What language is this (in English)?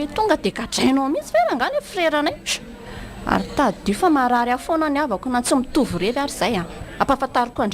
Malagasy